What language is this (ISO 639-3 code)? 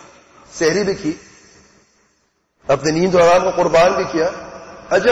urd